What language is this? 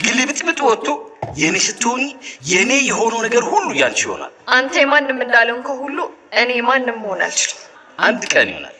Amharic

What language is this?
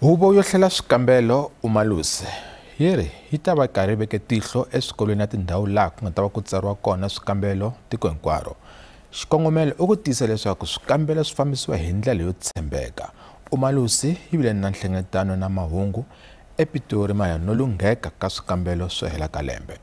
Tsonga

